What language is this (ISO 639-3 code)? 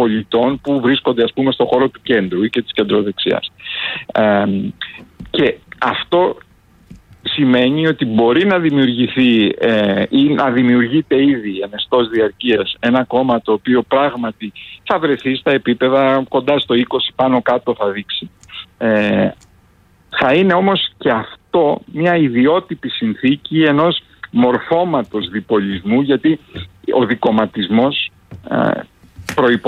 ell